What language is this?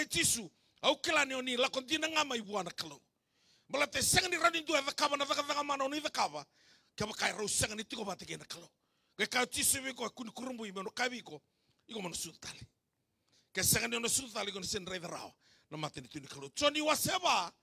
Fijian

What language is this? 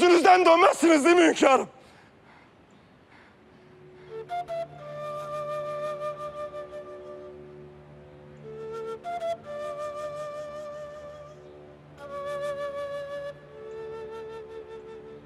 Turkish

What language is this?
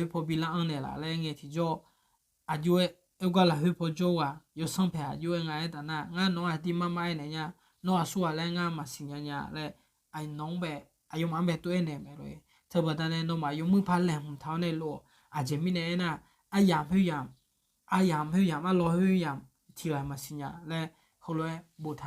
Akha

